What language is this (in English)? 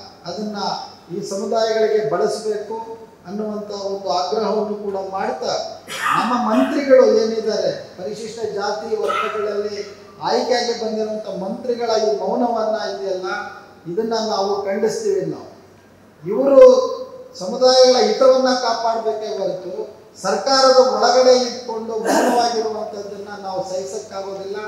Kannada